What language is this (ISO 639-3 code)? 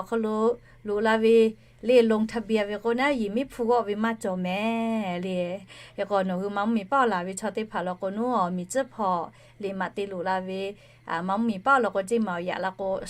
lhu